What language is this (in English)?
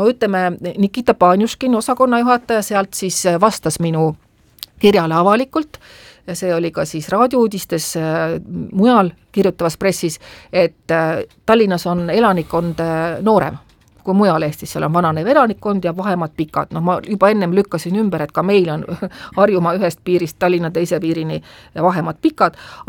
Estonian